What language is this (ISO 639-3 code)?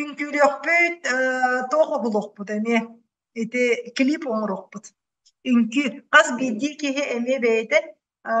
sah